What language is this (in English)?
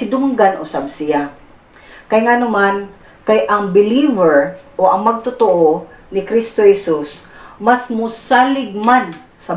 Cebuano